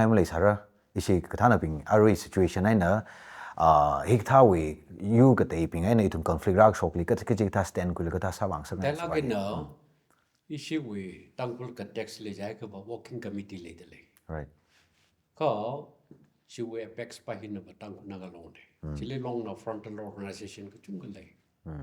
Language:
Tangkhul Naga (India)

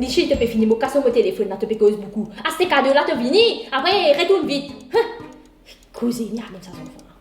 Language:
Morisyen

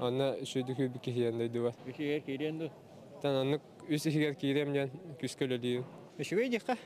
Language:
Yakut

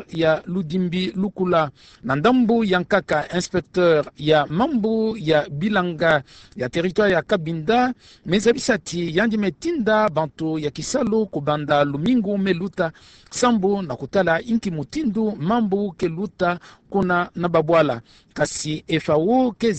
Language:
Kituba (Democratic Republic of Congo)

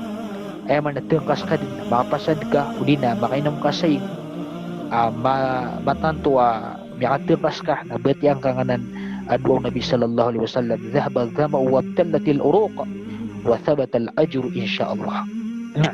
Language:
Maranao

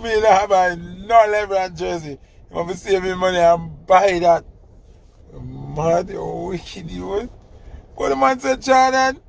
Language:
Jamaican Creole English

